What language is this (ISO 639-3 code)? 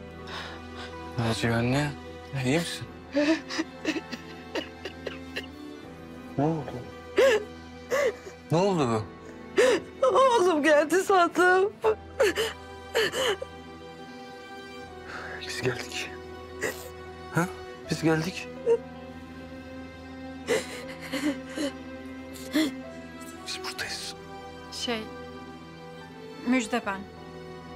tur